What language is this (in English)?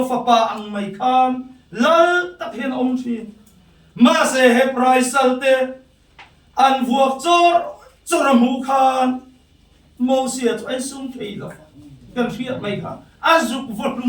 Mizo